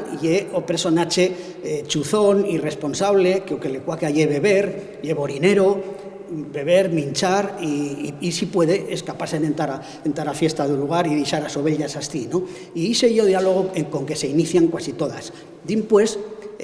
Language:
Aragonese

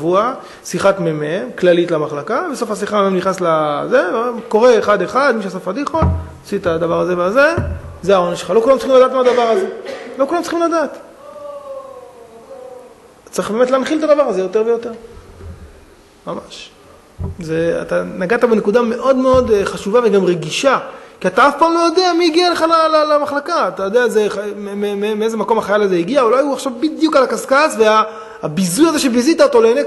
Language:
Hebrew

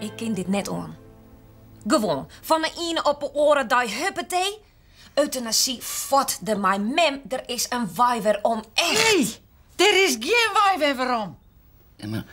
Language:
Western Frisian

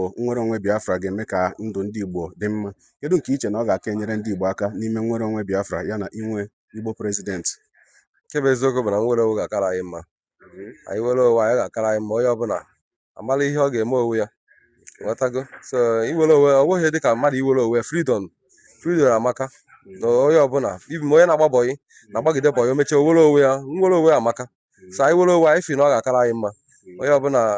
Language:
Igbo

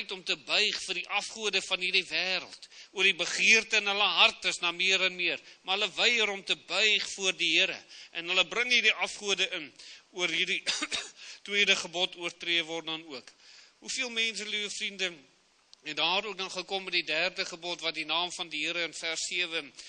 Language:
Afrikaans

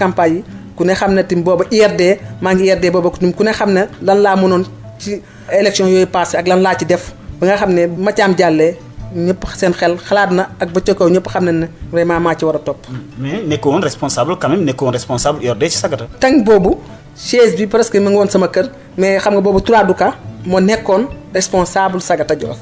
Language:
Wolof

